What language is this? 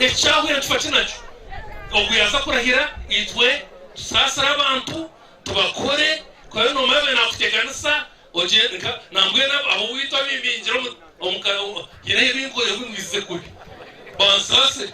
Nyankole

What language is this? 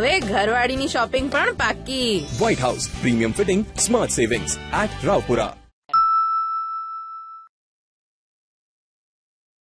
Gujarati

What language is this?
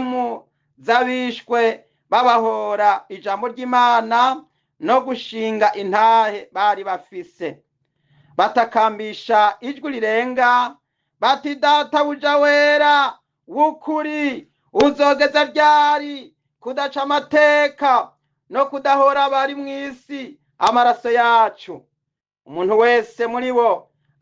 Rundi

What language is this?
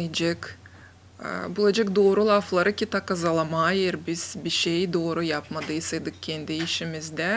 Gagauz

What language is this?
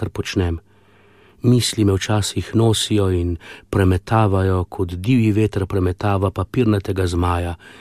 Slovenian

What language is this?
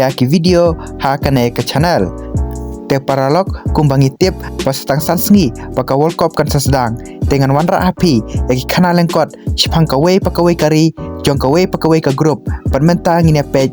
Khasi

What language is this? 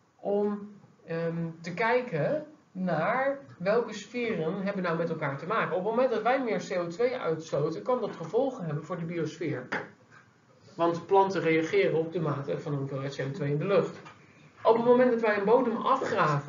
Dutch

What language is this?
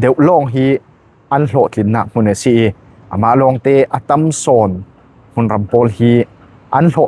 Falam Chin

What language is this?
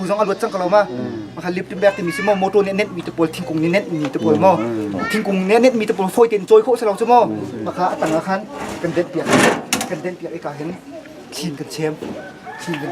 Hakha Chin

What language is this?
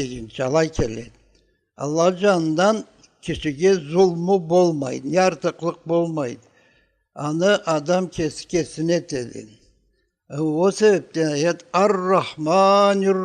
Karachay-Balkar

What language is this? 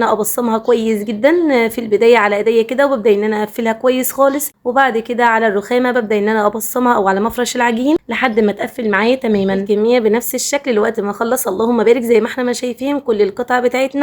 Egyptian Arabic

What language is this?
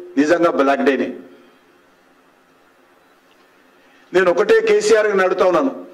Telugu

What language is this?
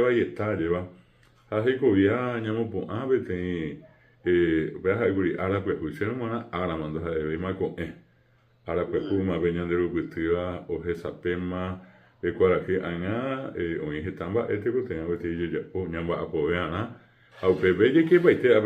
Guarani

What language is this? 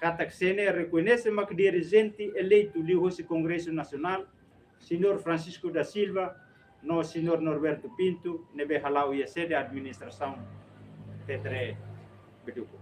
Tetum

